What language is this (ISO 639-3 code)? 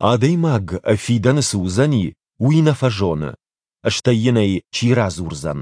oss